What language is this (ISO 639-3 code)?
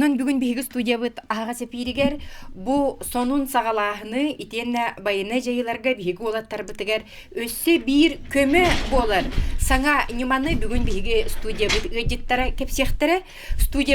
sah